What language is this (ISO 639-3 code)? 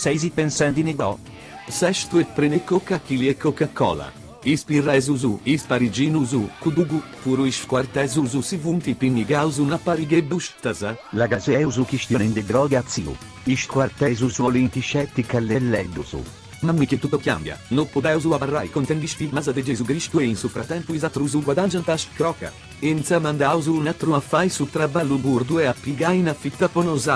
srd